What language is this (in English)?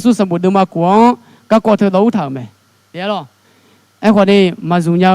Akha